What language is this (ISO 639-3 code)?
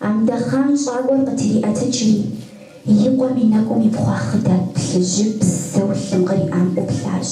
kbd